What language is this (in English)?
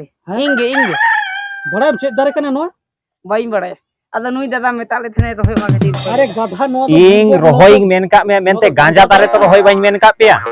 Santali